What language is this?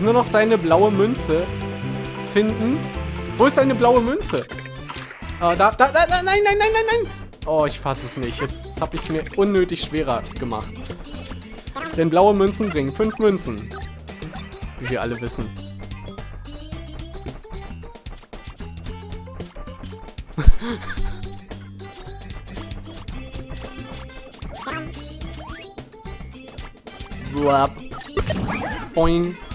German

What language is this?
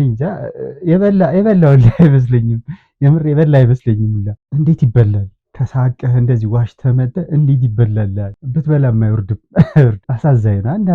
Amharic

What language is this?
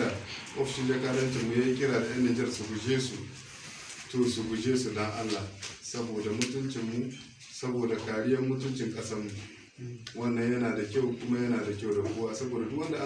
Hausa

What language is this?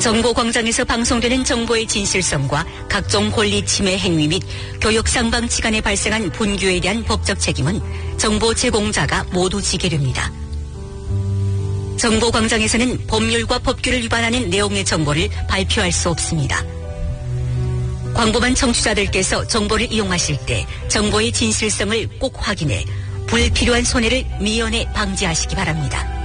Korean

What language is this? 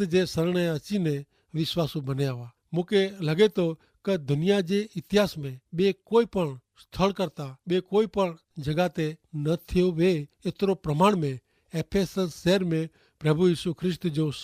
Kachhi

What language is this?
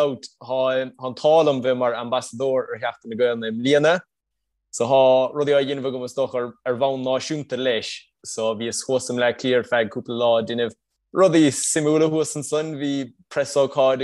Irish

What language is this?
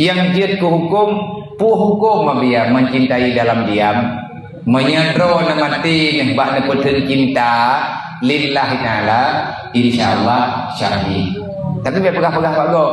Achinese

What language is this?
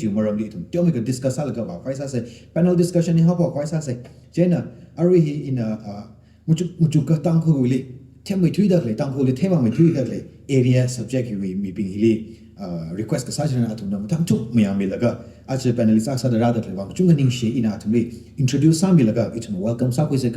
Tangkhul Naga (India)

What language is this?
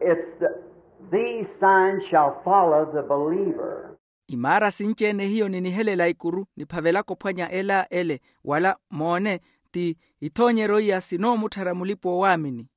Makhuwa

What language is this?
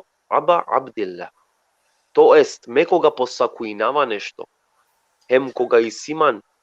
Balkan Romani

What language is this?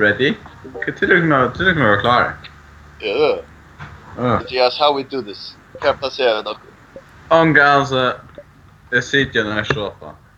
Faroese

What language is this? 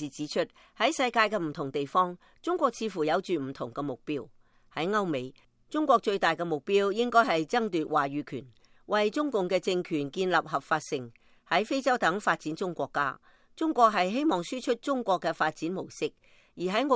Cantonese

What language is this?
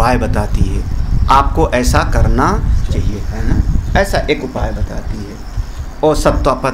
Hindi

